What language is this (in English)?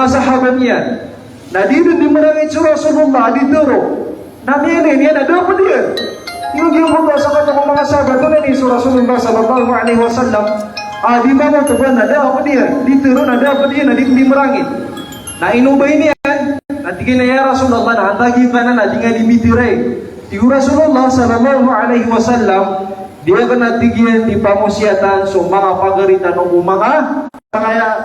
Maranao